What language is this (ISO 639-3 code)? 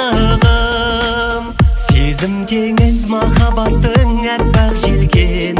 kaz